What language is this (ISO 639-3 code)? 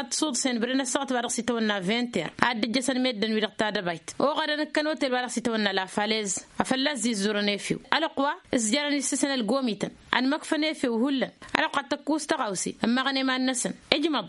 taq